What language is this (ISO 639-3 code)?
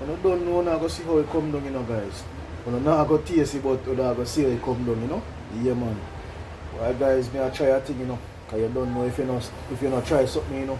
jam